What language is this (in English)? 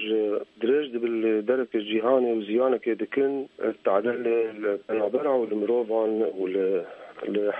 Kurdish